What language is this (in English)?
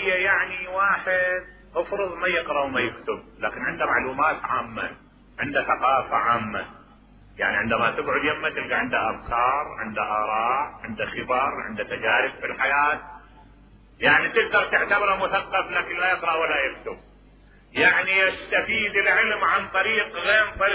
Mesopotamian Arabic